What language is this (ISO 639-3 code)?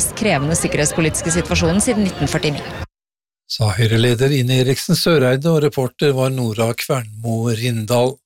nor